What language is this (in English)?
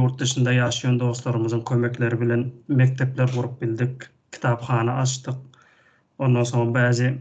Turkmen